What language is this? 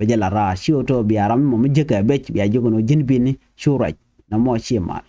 Nuer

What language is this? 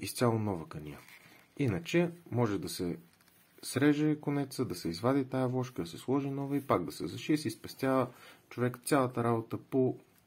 Bulgarian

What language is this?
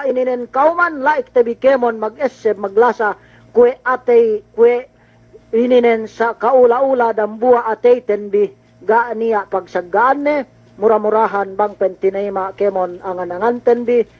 Yakan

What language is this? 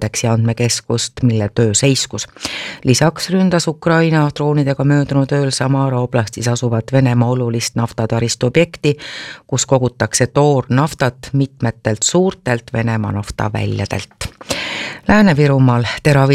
Estonian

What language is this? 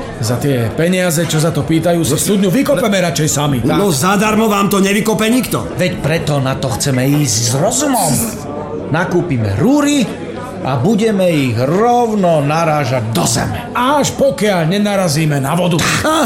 Slovak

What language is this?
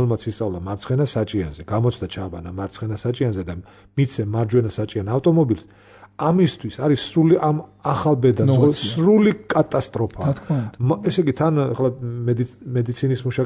Georgian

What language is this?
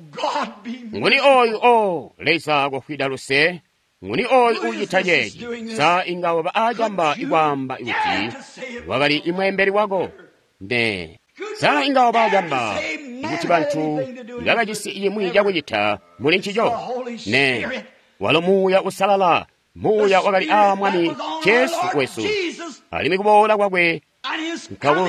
Tonga (Zambia)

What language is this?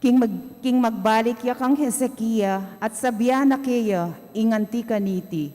Pampanga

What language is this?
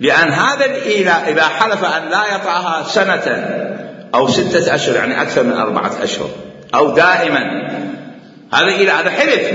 Mesopotamian Arabic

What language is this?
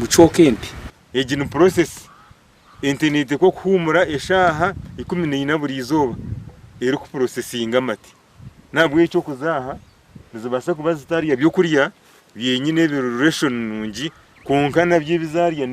Nyankole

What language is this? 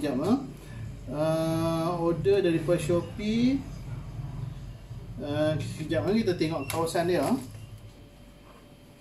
Malay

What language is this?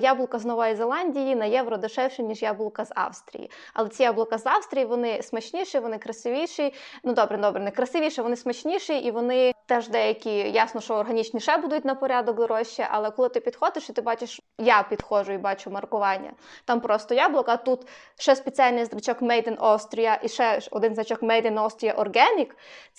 Ukrainian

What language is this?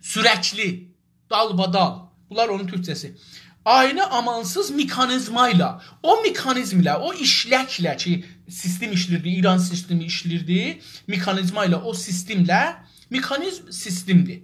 South Azerbaijani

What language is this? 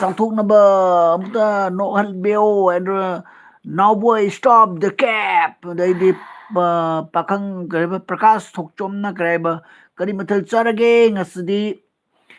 Manipuri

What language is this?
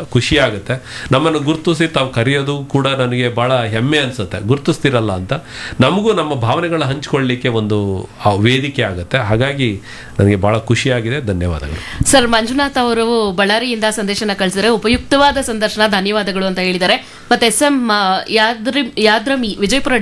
Kannada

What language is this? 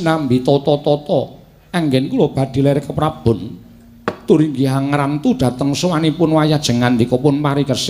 Javanese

